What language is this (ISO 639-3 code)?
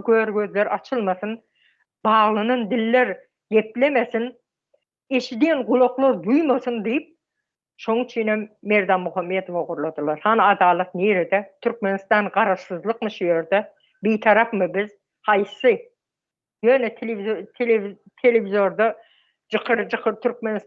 tuk